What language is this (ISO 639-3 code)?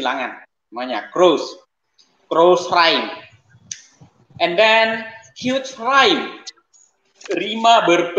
ind